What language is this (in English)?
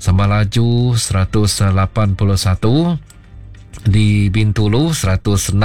Iban